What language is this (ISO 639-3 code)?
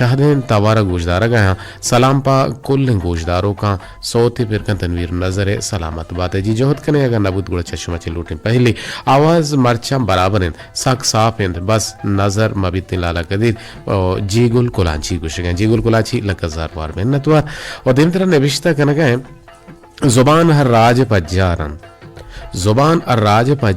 bgp